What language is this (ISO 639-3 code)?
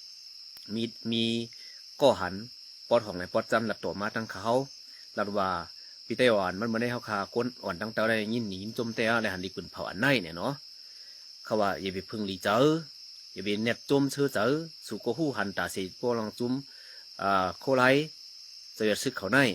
shn